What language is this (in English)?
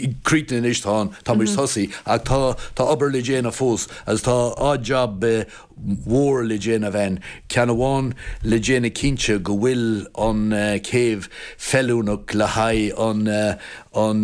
Irish